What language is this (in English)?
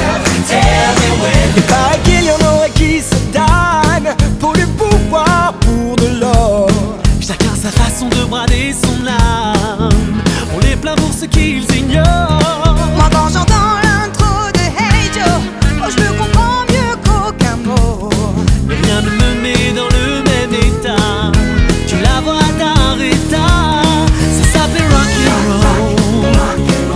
French